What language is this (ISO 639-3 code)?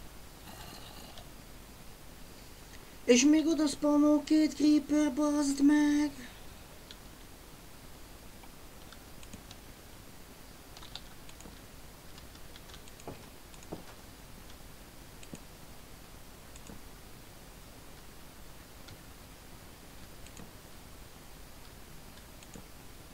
hun